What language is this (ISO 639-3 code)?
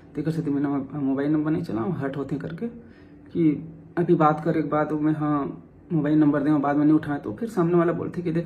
hne